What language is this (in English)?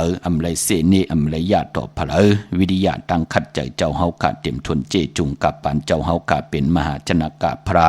Shan